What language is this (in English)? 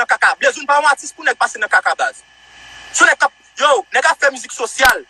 Haitian Creole